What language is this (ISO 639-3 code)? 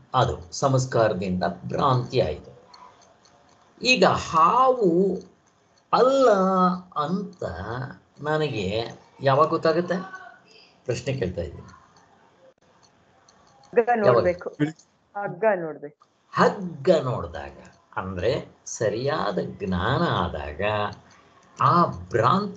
kan